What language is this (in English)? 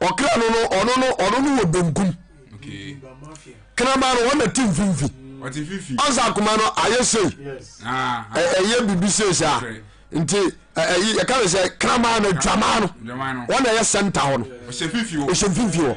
Akan